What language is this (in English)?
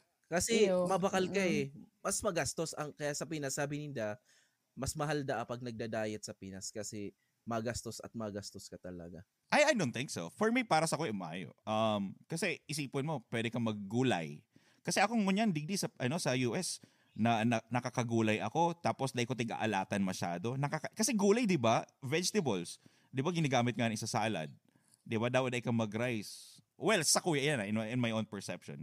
Bikol